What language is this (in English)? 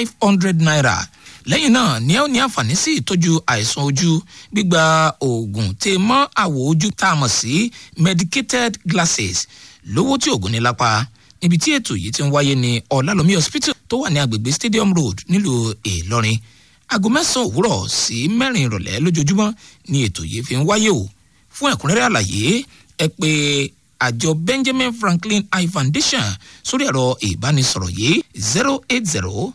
Yoruba